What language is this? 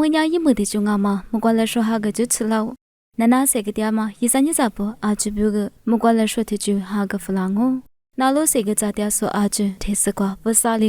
Lisu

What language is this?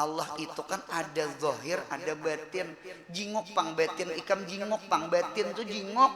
Banjar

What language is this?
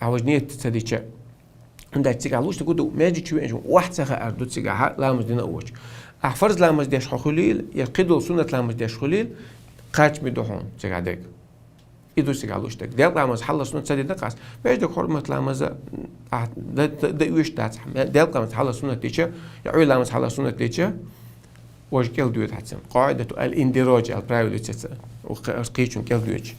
Chechen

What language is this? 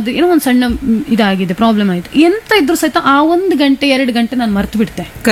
Kannada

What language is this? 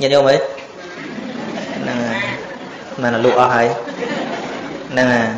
Khmer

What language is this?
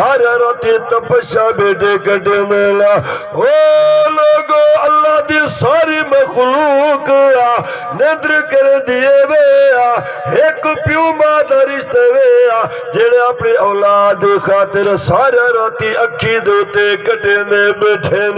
Saraiki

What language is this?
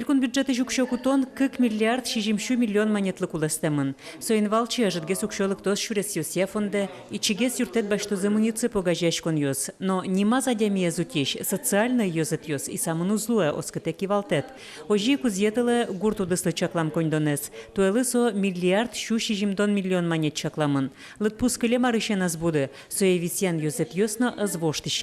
Udmurt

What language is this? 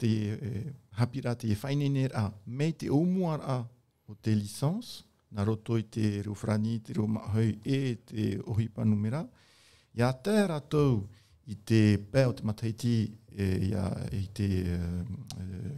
Tahitian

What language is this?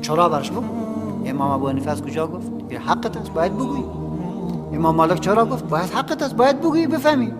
Persian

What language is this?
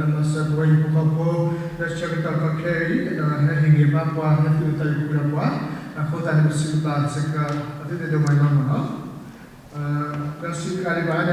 S'gaw Karen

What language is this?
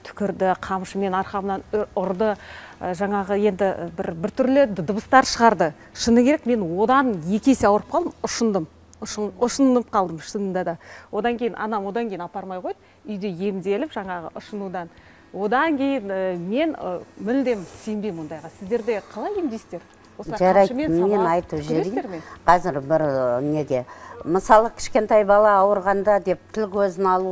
Kazakh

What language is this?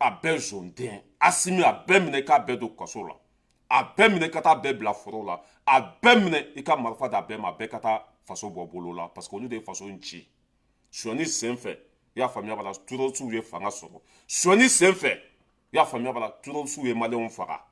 Bambara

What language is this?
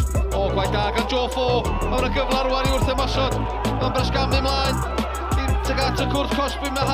Welsh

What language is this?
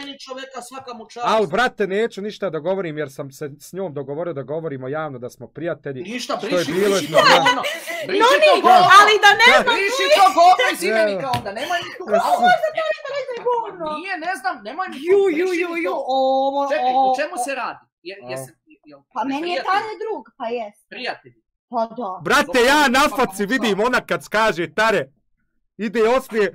Bosnian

